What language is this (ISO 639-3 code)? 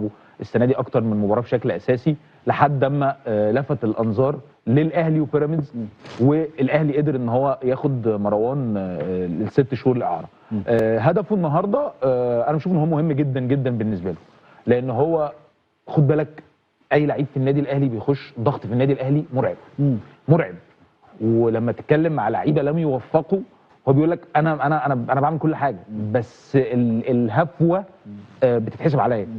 arz